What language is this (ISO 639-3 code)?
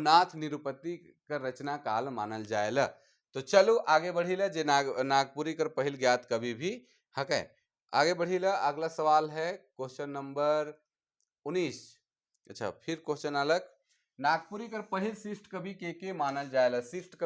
sck